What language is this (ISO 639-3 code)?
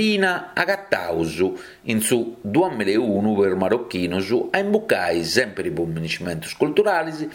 srd